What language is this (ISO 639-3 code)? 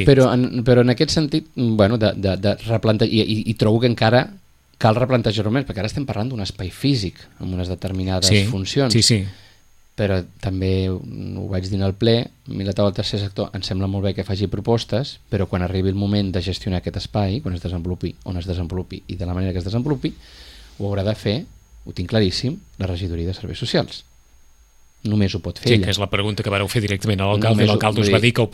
cat